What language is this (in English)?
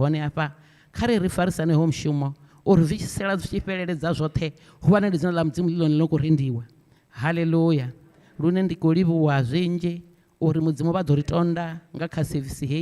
Venda